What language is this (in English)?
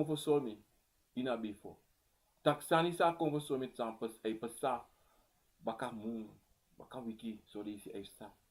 Sranan Tongo